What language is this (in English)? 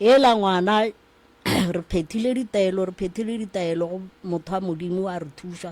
Northern Sotho